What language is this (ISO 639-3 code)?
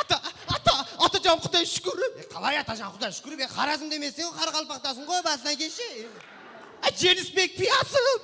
kaa